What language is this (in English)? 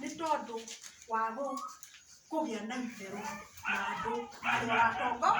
Kikuyu